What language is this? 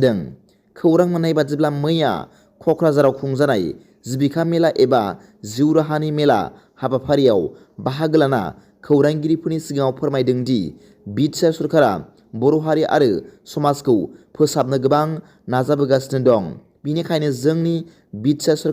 Bodo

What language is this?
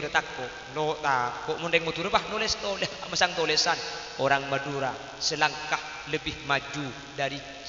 Madurese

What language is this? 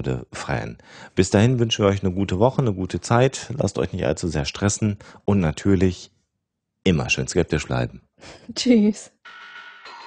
German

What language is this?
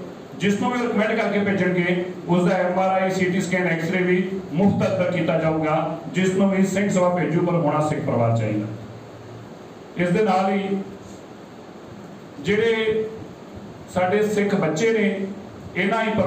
Punjabi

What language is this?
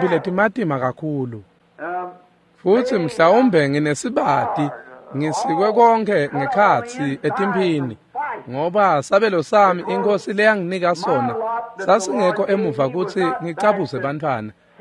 Swati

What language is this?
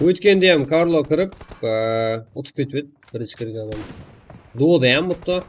Kara-Kalpak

